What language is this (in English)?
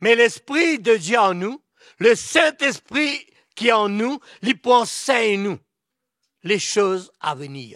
Morisyen